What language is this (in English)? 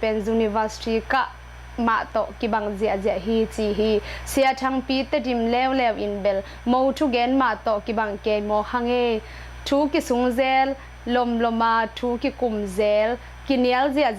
Tedim Chin